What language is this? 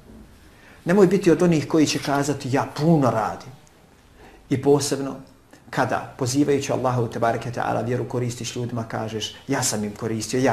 Bosnian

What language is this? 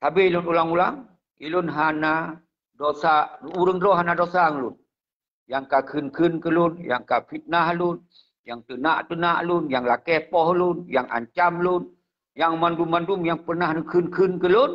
Achinese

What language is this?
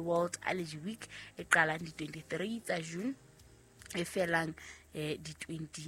Southern Sotho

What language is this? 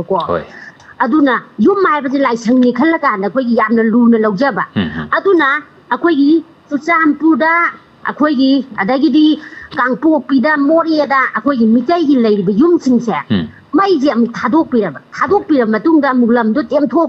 Manipuri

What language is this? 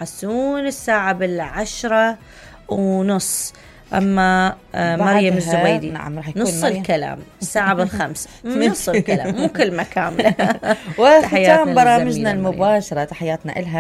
Mesopotamian Arabic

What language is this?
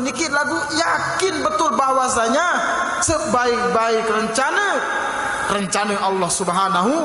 Sasak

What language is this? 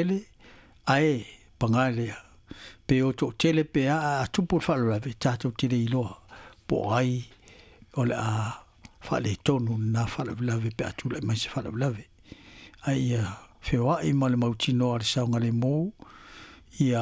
Samoan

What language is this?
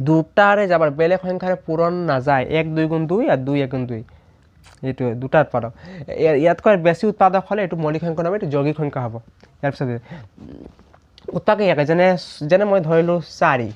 Assamese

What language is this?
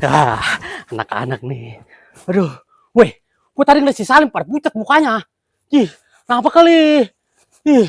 Betawi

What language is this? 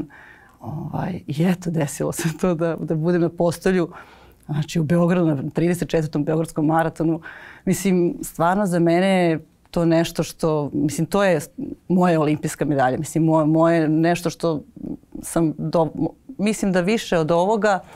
Serbian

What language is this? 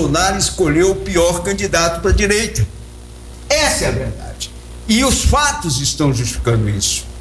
Portuguese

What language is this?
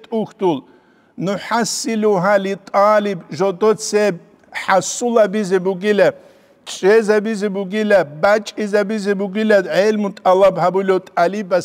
Avaric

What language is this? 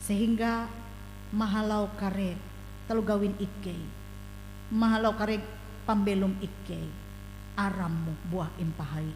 Ngaju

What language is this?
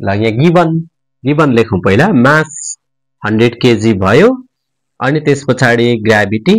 Nepali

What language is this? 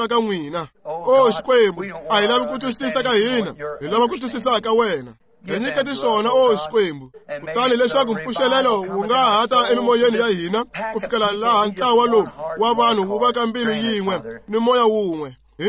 Tsonga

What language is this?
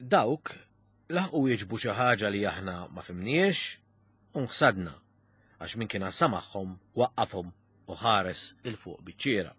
Maltese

